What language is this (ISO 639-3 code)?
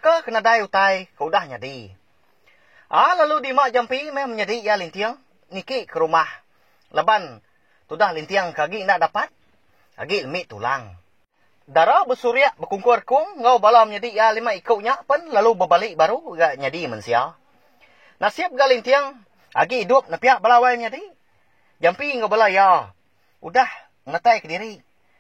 iba